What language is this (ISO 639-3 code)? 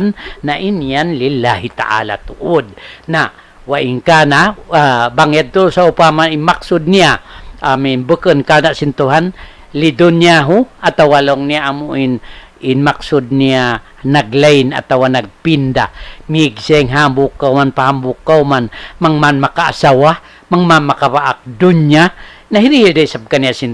tsg